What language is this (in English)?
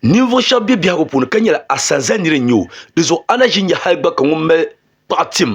Dagbani